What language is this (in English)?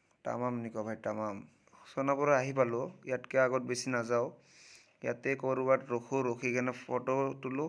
Assamese